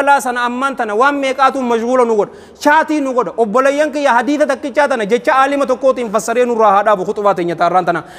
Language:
Oromo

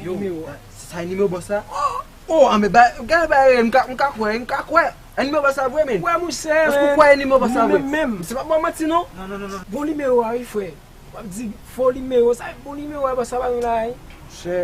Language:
Haitian Creole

